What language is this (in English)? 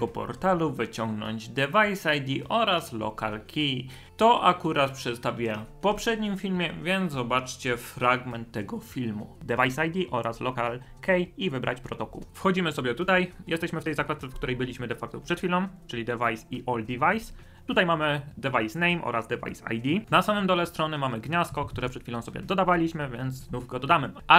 Polish